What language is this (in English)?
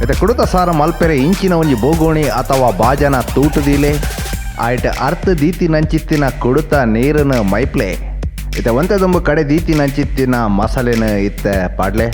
Tulu